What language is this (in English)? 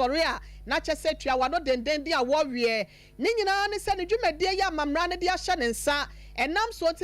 Akan